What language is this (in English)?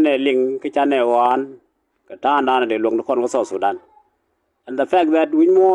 Nuer